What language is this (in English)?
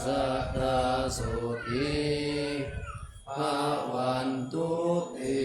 Pali